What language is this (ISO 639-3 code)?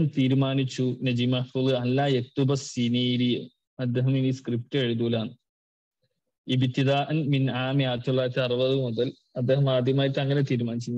mal